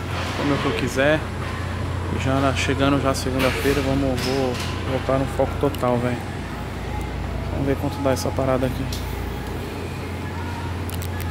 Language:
Portuguese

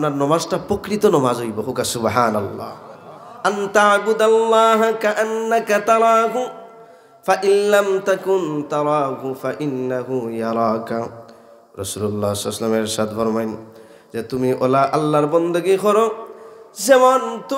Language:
Sylheti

